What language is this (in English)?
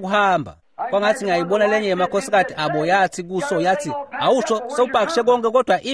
Swati